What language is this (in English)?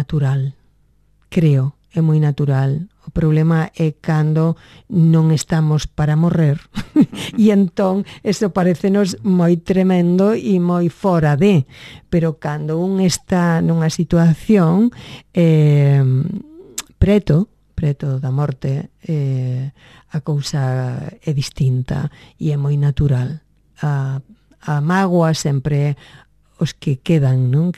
Galician